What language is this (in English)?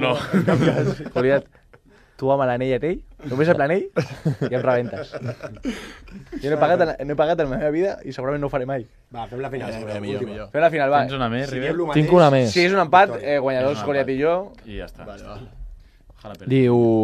Catalan